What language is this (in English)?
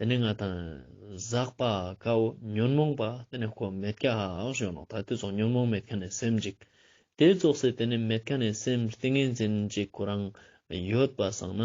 Ladakhi